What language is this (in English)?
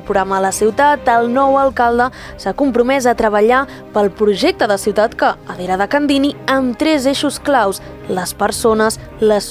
Catalan